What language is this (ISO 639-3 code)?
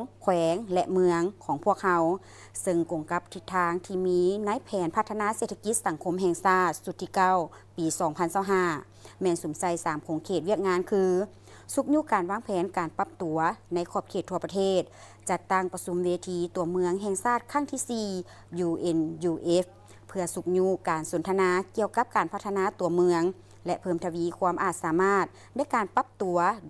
lao